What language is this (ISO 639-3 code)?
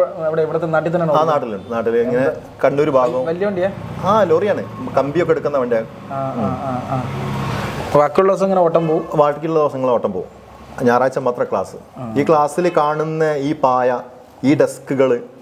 mal